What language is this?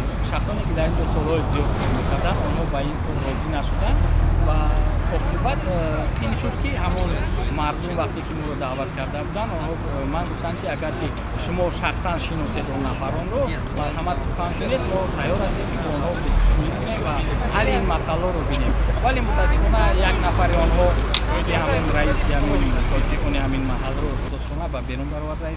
Tajik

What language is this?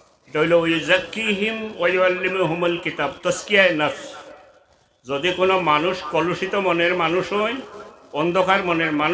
Sylheti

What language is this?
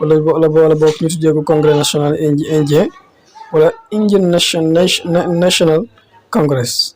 Wolof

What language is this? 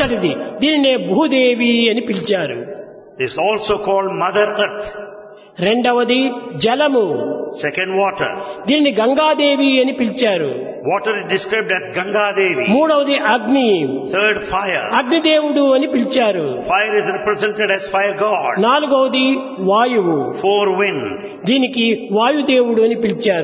Telugu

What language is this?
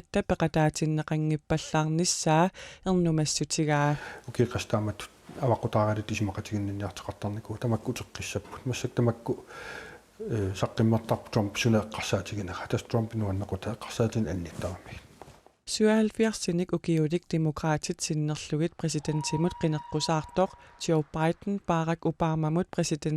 Kalaallisut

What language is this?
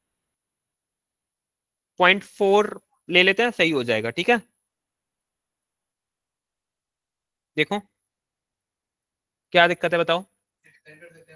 Hindi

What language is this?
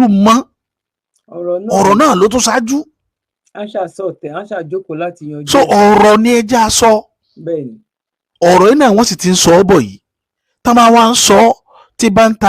Yoruba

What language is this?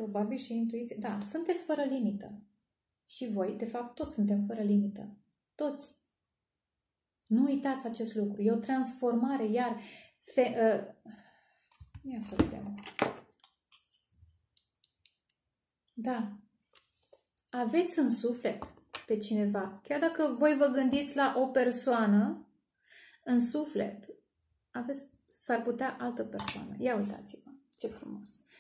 Romanian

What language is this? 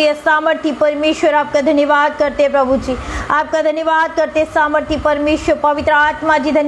Hindi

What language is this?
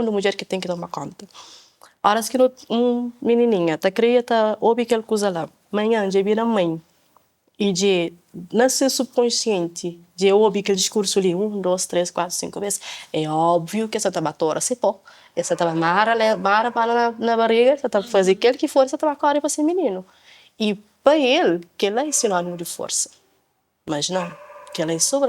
Kabuverdianu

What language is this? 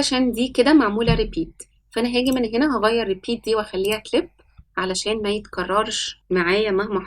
Egyptian Arabic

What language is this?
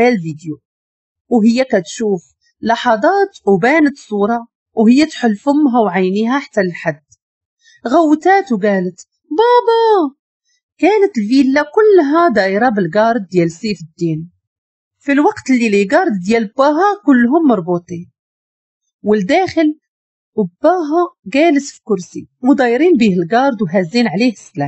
Moroccan Arabic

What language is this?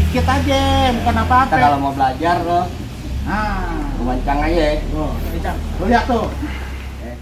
Betawi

